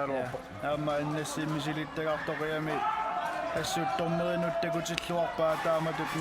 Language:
Kalaallisut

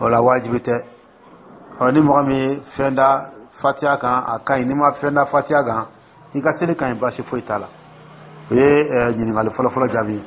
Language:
Dyula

